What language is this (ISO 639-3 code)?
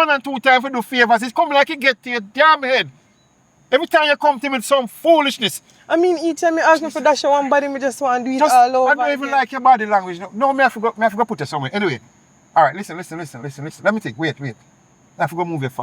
jam